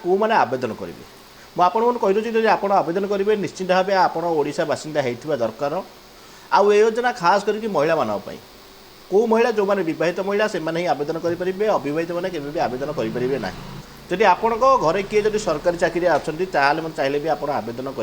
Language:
Odia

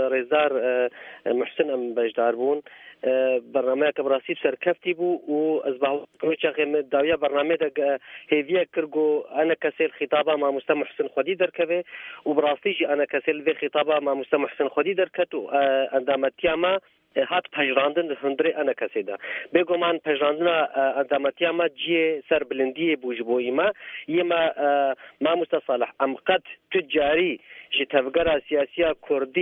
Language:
Kurdish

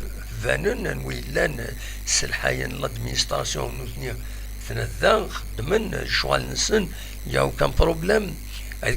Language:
Kabyle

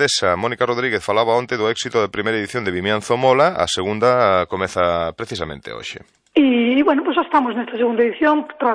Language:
Galician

